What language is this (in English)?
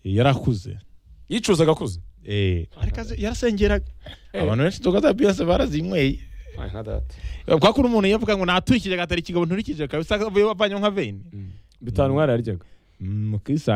Kinyarwanda